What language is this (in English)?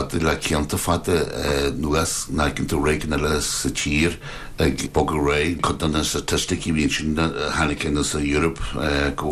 Irish